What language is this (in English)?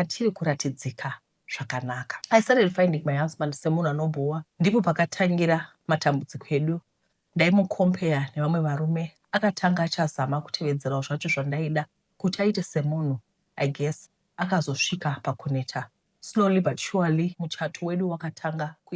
Shona